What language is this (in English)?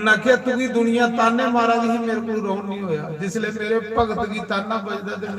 Dogri